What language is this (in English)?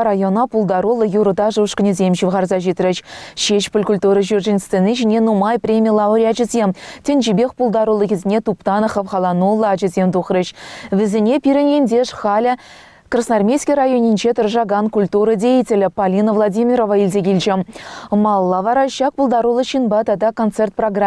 Chuvash